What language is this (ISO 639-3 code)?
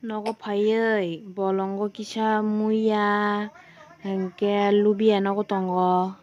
trp